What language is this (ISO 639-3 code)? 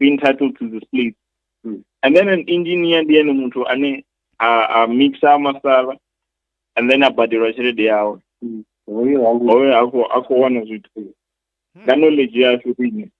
ven